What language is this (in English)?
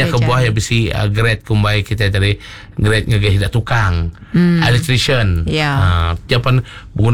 Iban